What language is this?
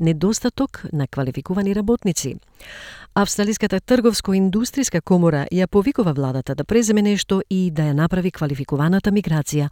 Macedonian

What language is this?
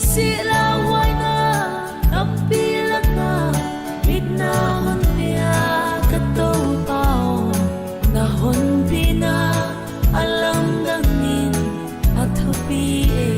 Paite Chin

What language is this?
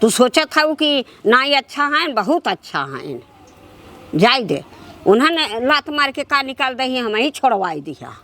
Awadhi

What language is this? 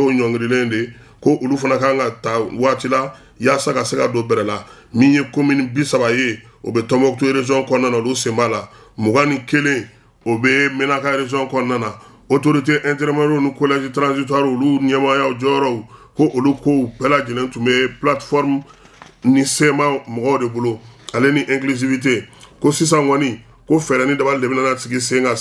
Bambara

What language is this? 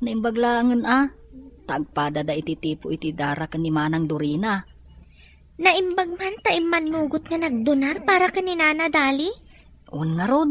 Iloko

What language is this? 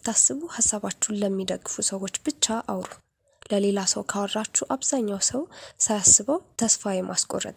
Amharic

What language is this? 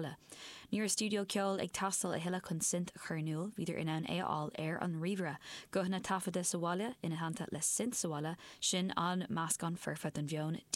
Irish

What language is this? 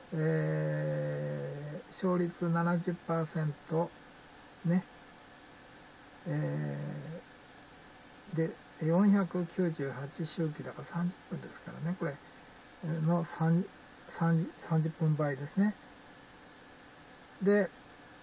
Japanese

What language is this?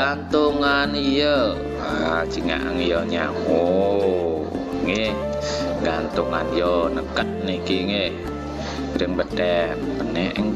Balinese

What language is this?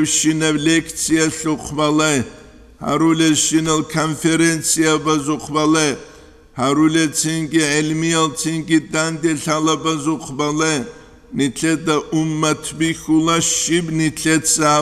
Avaric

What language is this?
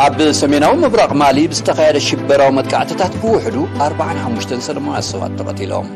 Tigrinya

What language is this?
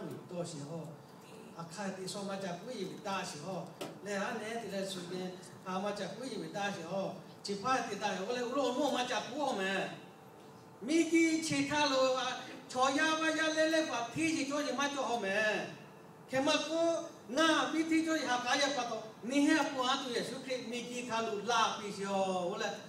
Lahu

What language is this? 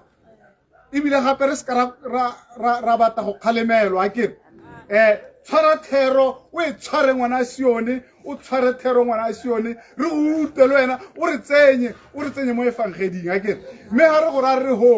Tswana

